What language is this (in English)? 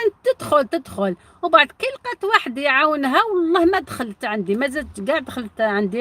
Algerian Arabic